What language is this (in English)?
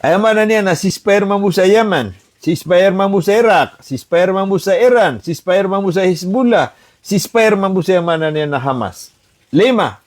Maranao